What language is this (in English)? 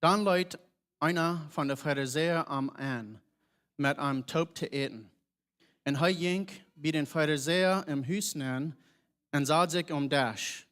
Plautdietsch